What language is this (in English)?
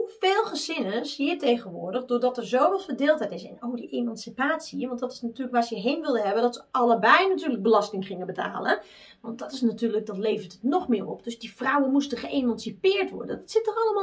Dutch